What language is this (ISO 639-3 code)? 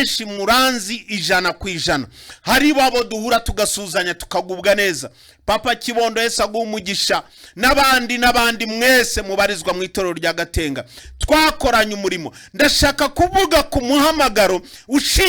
kin